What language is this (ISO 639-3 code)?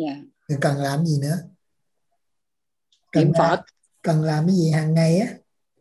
vie